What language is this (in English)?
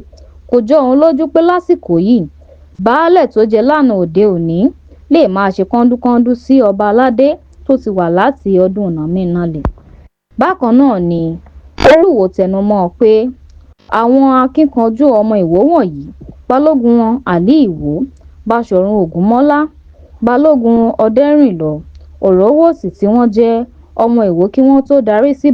Yoruba